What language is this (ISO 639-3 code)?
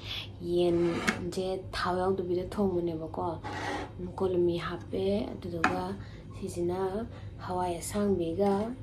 mni